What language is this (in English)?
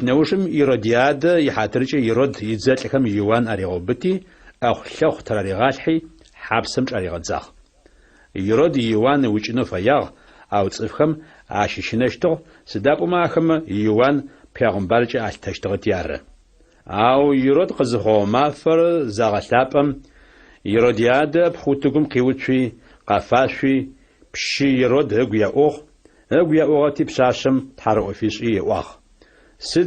Adyghe